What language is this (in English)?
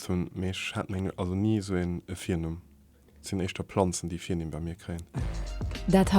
Luxembourgish